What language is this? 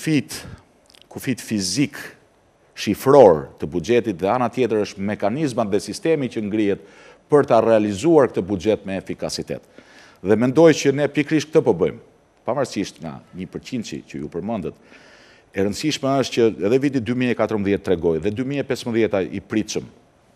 Albanian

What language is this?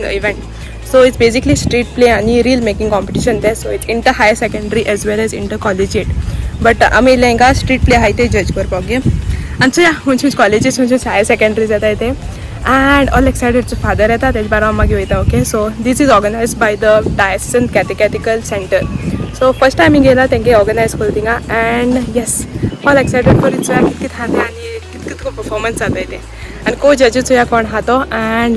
Konkani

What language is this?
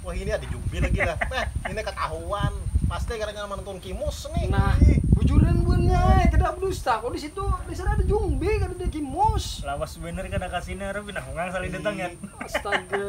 Banjar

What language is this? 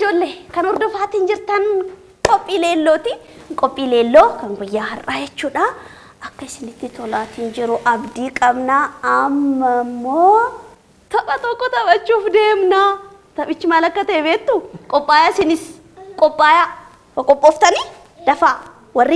Oromo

